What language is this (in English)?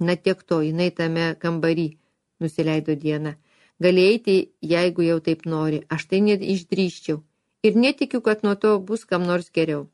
Lithuanian